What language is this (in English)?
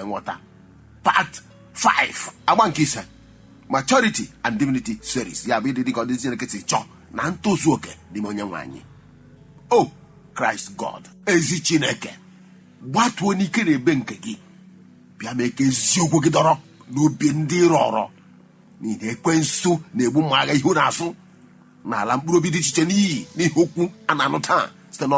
Igbo